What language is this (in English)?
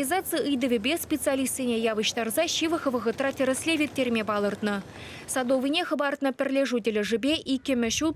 Chuvash